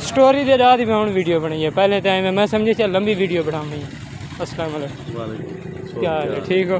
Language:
Saraiki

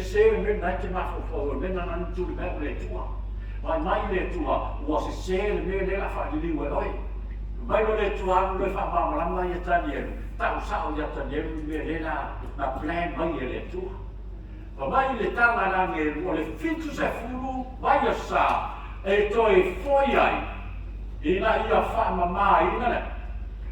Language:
Samoan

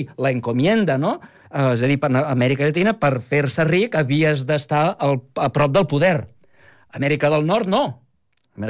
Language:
Catalan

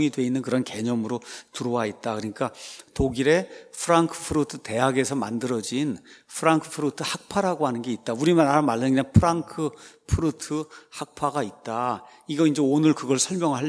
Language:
Korean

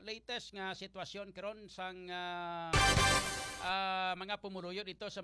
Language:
Hiligaynon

